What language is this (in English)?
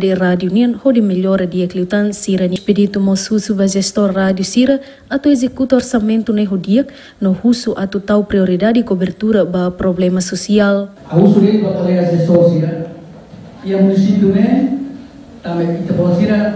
Tetum